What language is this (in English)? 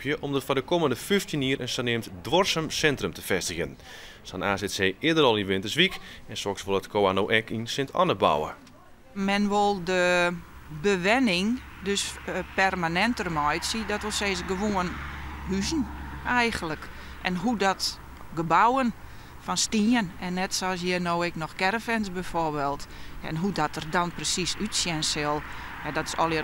Western Frisian